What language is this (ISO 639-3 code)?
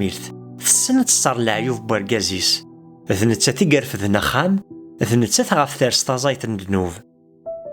kab